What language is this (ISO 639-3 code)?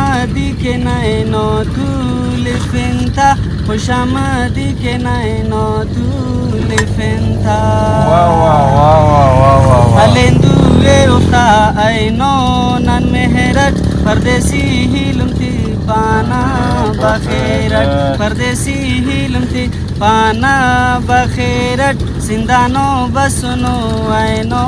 brh